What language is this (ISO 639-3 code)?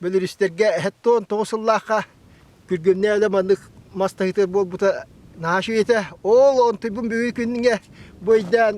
sah